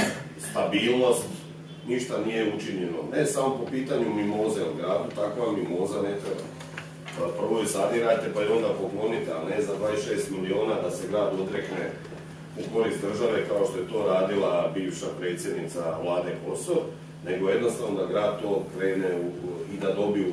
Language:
Croatian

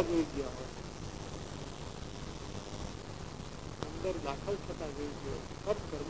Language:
Gujarati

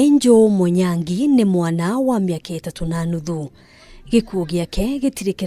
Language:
Kikuyu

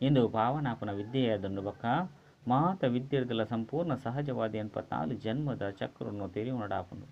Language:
Tulu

